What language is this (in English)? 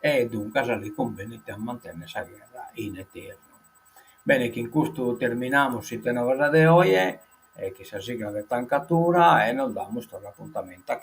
Sardinian